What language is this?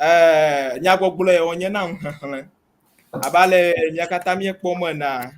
Ewe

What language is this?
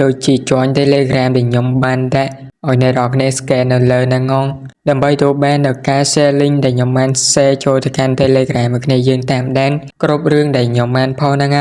Khmer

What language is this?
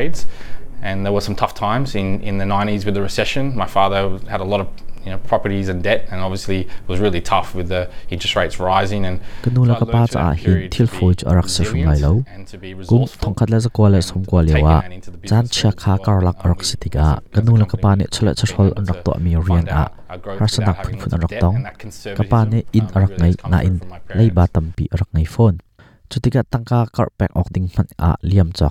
Hakha Chin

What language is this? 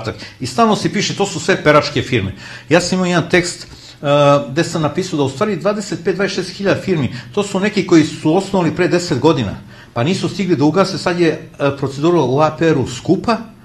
Serbian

